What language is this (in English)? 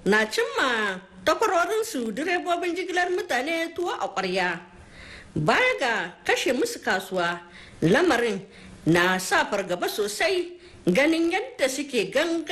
Hausa